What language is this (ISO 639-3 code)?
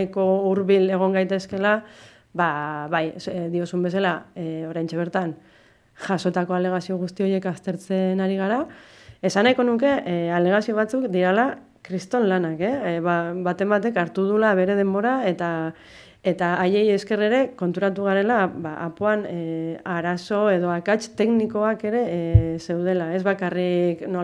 eus